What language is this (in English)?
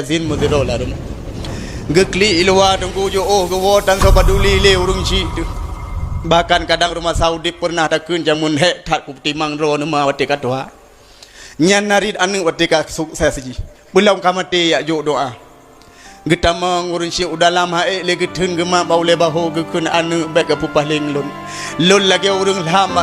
Achinese